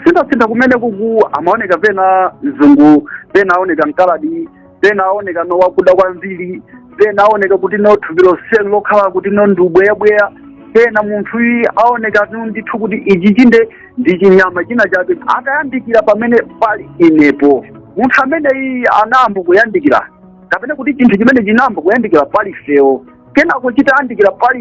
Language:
Nyanja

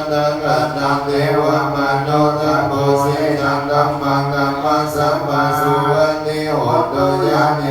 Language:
Pali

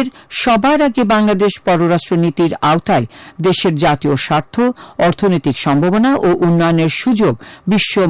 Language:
Bangla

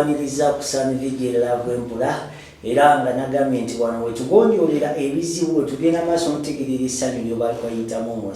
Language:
Ganda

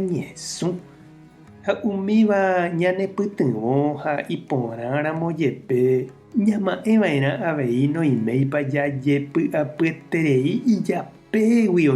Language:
Guarani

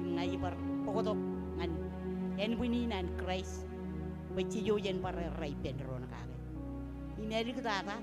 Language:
Marshallese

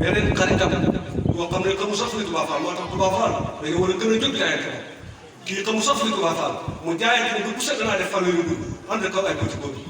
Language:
Wolof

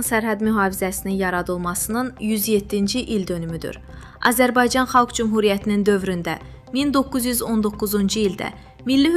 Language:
Azerbaijani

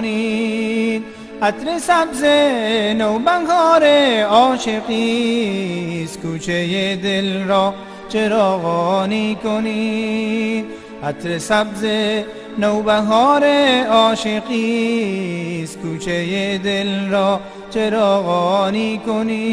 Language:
Persian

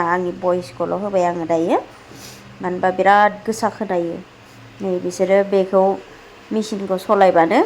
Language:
Bodo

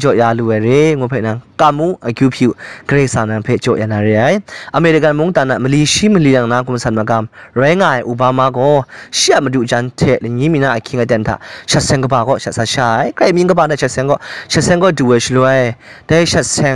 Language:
Kachin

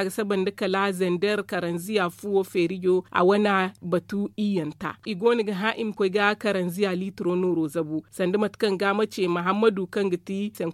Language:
Zarma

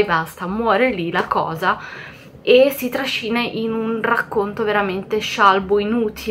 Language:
Italian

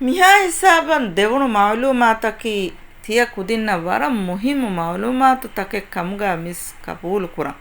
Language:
Divehi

